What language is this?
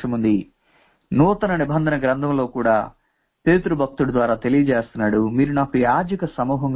Telugu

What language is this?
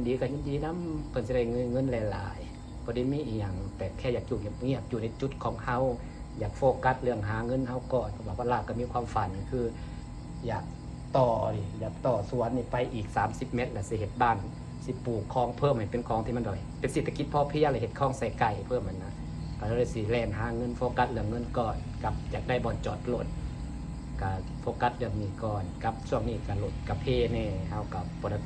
Lao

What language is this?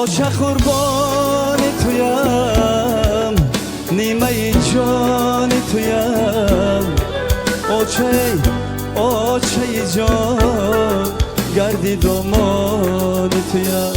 Tajik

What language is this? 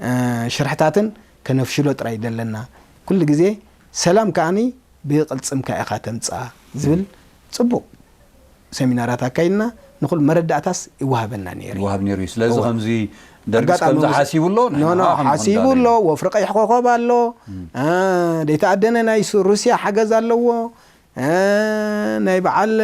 Tigrinya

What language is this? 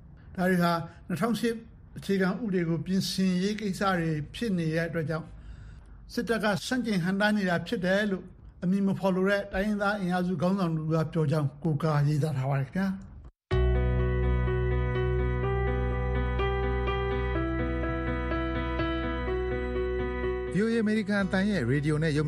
Burmese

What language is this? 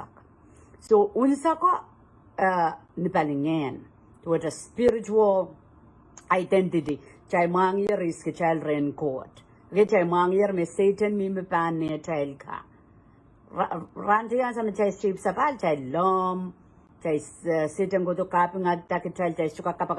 Pohnpeian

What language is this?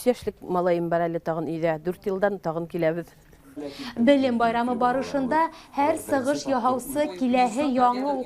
Bashkir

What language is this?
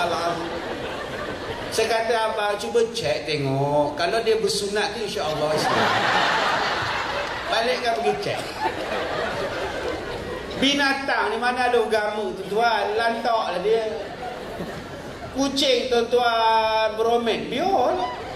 Malay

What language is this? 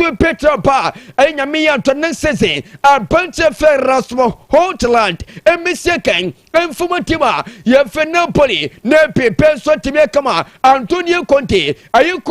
Akan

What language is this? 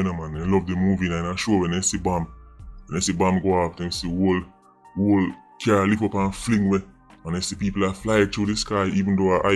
Jamaican Creole English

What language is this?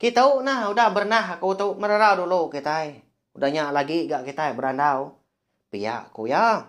Iban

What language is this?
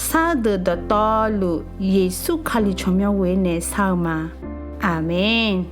Akha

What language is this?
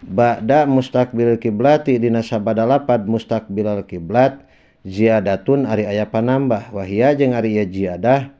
Sundanese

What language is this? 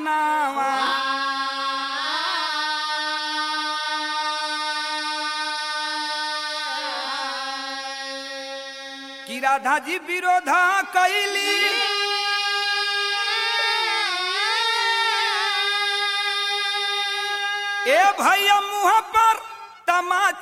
Bhojpuri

